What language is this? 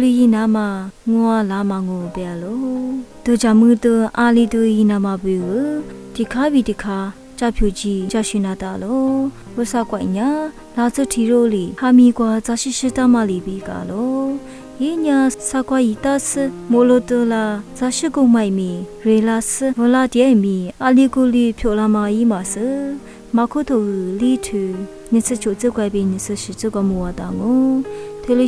Lisu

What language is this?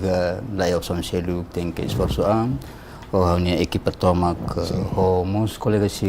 Tetum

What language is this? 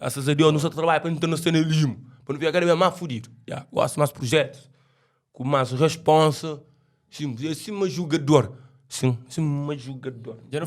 Kabuverdianu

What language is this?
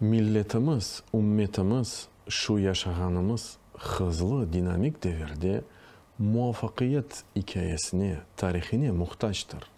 Crimean Tatar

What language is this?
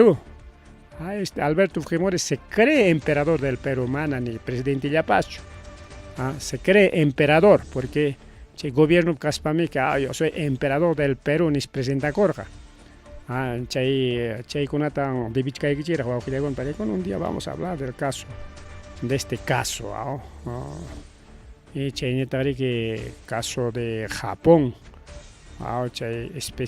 Ayacucho Quechua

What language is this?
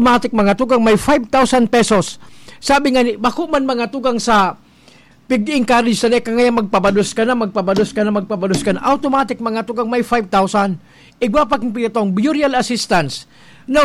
Bikol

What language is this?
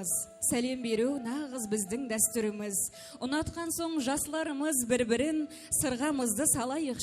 Kara-Kalpak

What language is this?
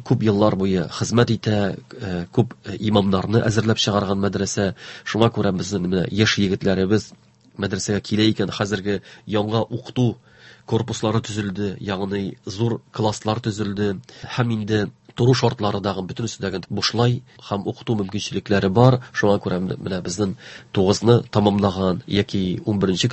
Tatar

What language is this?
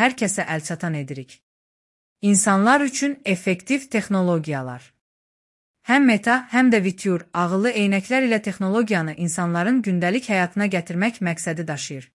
Azerbaijani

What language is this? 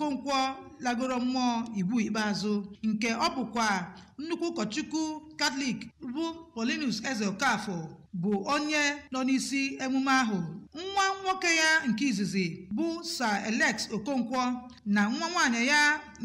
Igbo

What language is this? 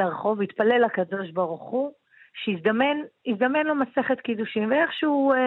Hebrew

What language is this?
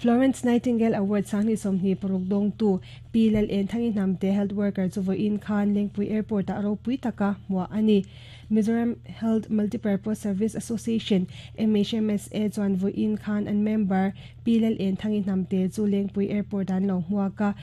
Mizo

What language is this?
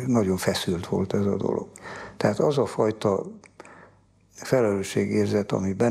Hungarian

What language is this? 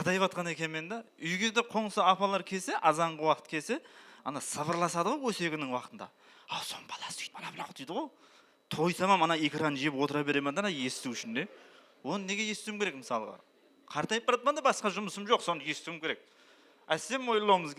Kara-Kalpak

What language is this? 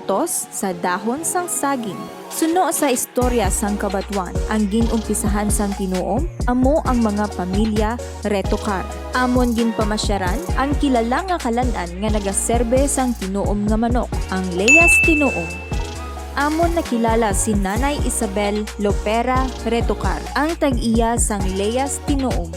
Hiligaynon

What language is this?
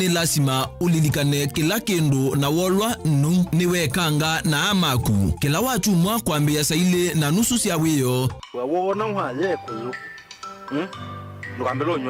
Kamba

